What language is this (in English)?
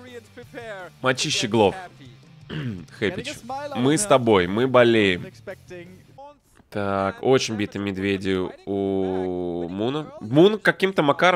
Russian